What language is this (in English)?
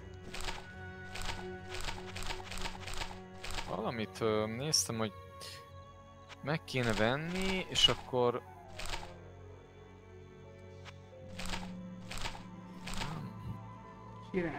Hungarian